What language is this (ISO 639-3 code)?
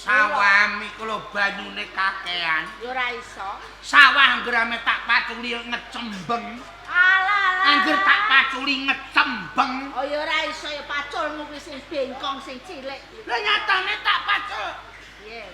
jav